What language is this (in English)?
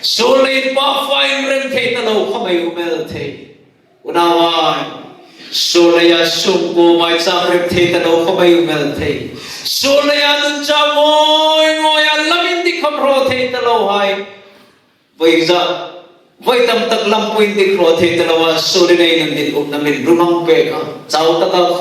Hmar